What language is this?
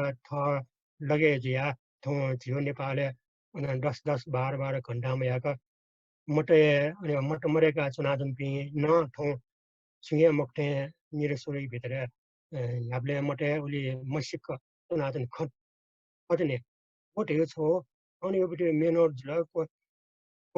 Newari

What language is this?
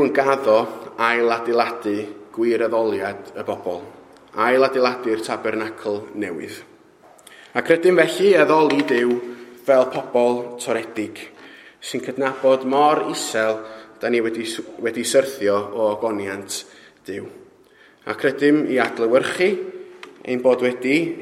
Welsh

